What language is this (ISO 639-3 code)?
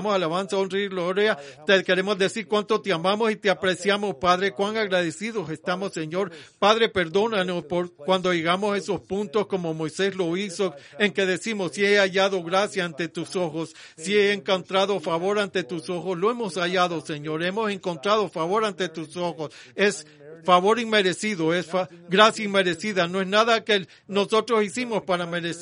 spa